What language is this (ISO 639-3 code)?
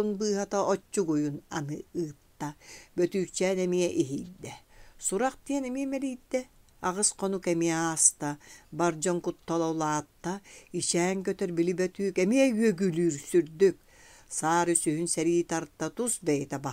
sah